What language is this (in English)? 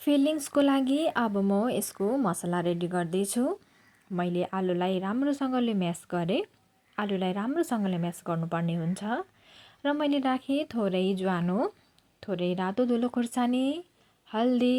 Nepali